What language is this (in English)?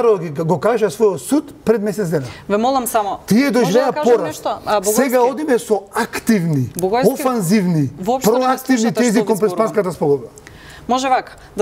Macedonian